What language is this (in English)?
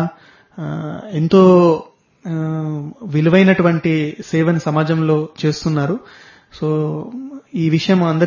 Telugu